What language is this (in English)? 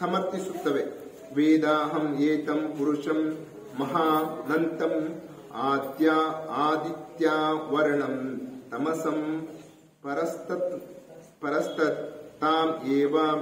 Kannada